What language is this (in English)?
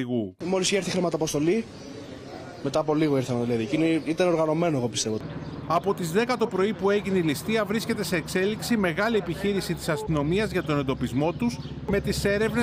Greek